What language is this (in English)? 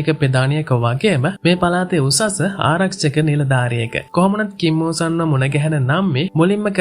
Sinhala